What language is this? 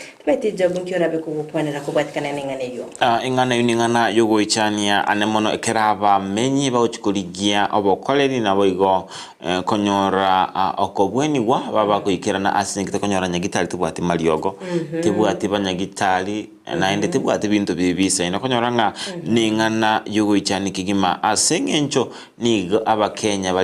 Gusii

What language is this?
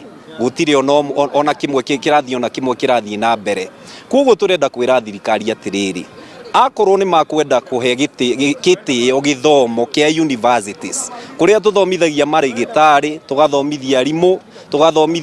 Kikuyu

